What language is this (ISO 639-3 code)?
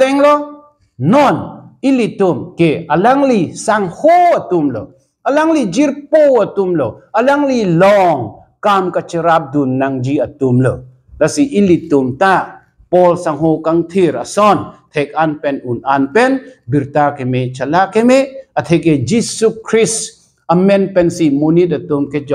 mjw